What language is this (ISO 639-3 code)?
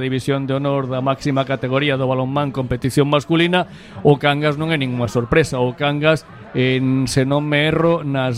glg